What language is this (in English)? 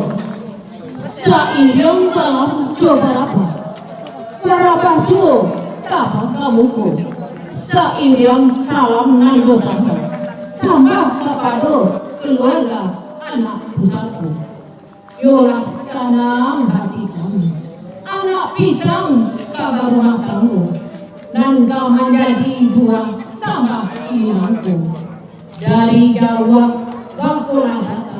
Minangkabau